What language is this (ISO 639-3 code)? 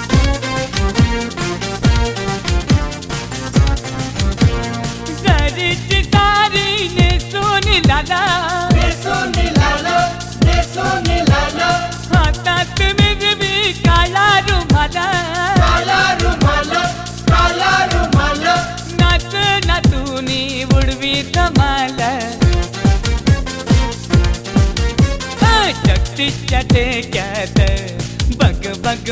mar